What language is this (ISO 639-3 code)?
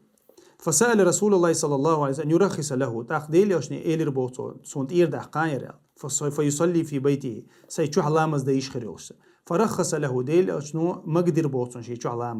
che